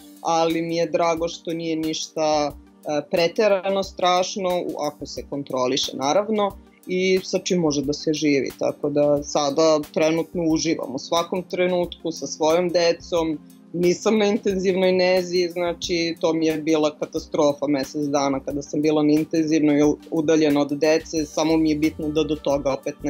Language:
Serbian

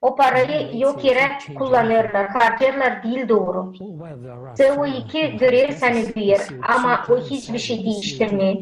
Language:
Gagauz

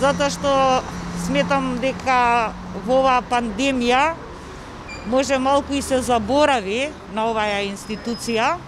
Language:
Macedonian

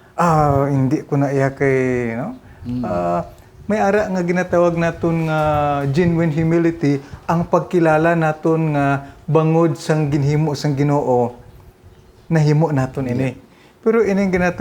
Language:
Hiligaynon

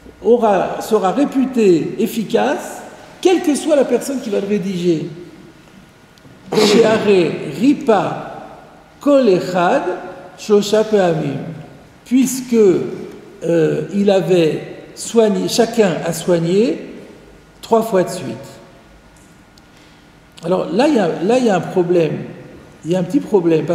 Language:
French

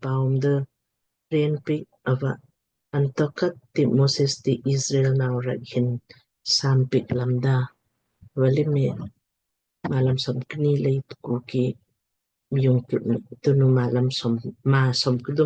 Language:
Lamkang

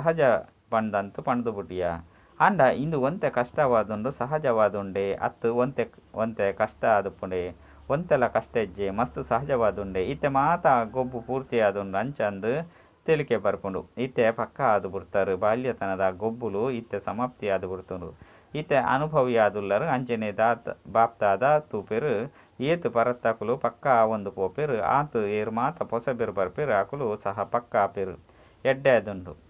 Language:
Tulu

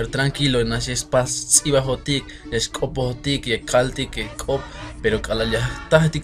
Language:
Tzeltal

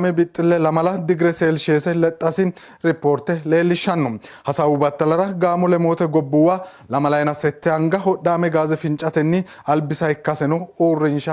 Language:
Sidamo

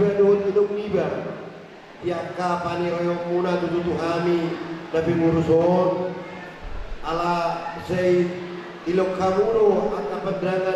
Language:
Batak Toba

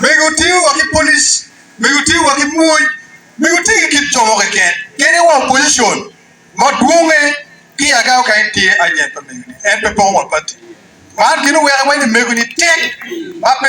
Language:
Acoli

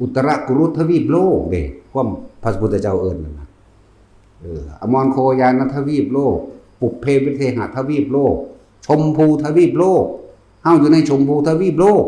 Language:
Northeastern Thai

